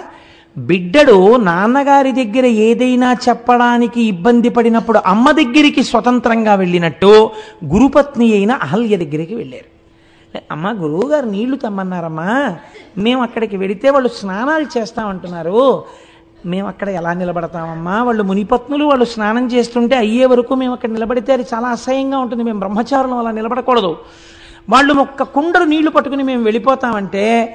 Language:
Telugu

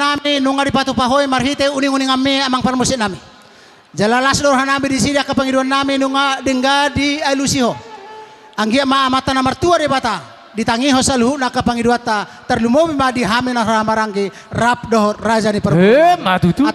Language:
Batak Toba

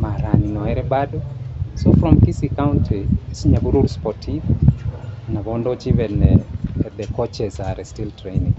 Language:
Gusii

